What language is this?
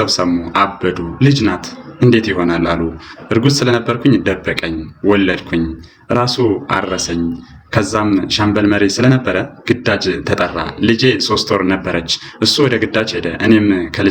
Amharic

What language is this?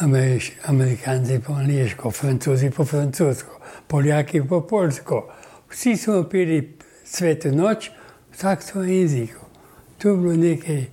Slovenian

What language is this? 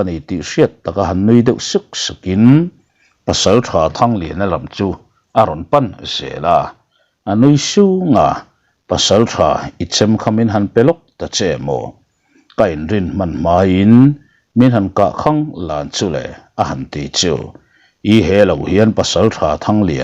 Mizo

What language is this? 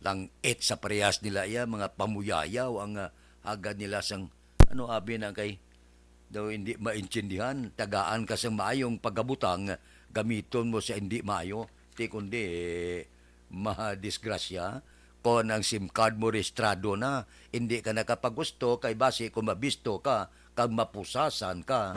Hiligaynon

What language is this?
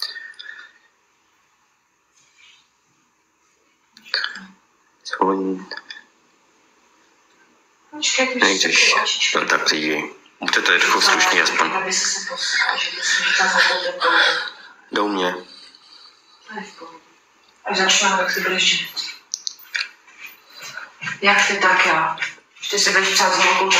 Czech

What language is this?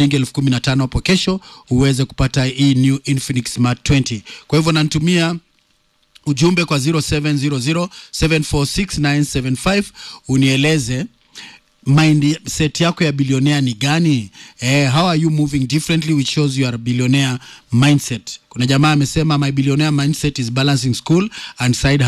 Swahili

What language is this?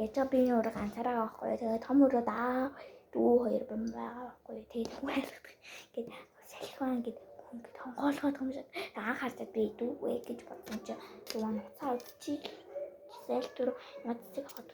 Mongolian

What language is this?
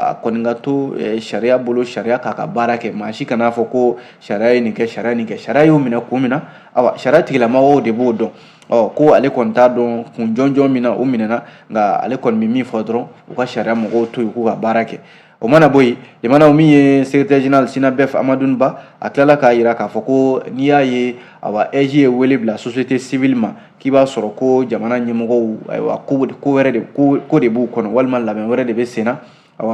Bambara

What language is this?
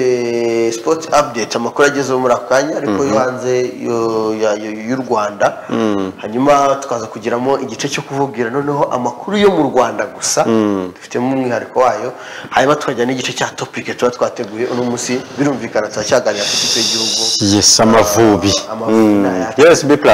Kinyarwanda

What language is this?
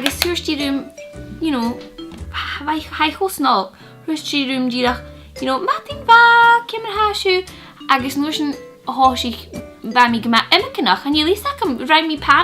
Scottish Gaelic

